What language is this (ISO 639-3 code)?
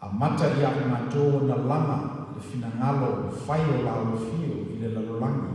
smo